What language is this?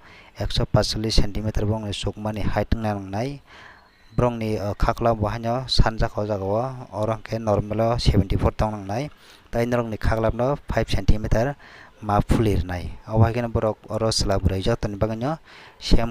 Kok Borok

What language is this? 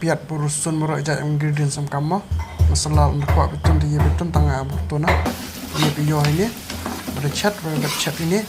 Khasi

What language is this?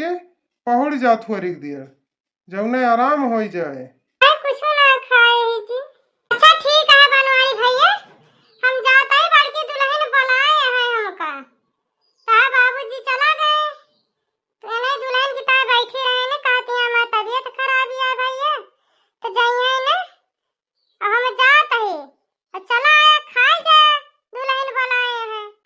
Awadhi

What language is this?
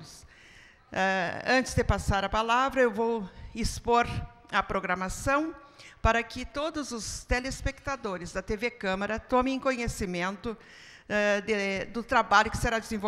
Portuguese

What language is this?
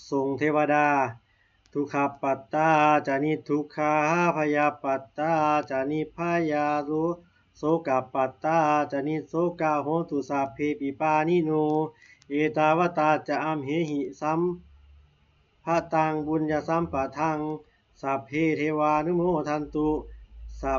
Pali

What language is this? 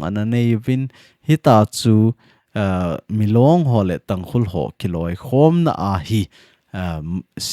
Thado Chin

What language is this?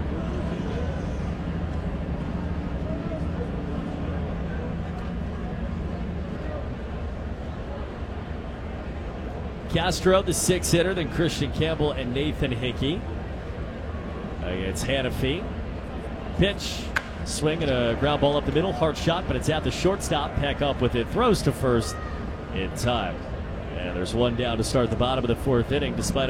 English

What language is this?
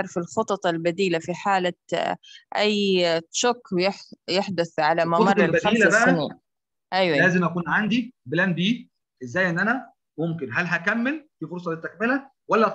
Egyptian Arabic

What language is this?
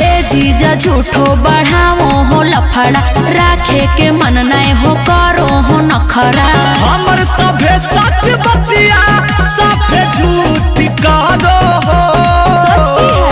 Magahi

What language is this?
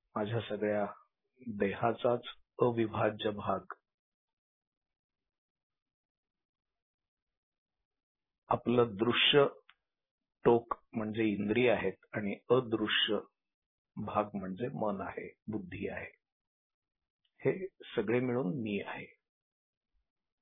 Marathi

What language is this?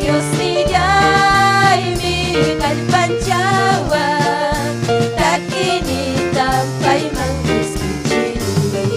Ayacucho Quechua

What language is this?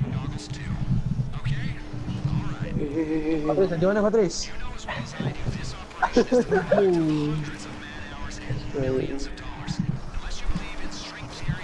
Malay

